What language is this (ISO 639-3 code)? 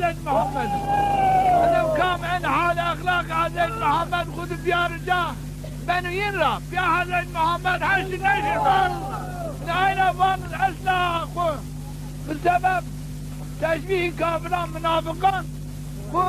zza